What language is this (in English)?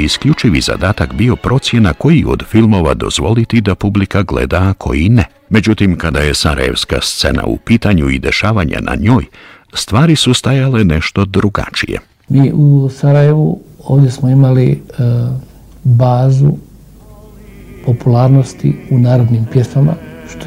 Bosnian